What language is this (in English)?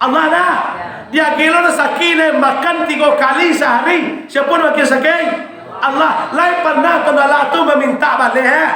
Minangkabau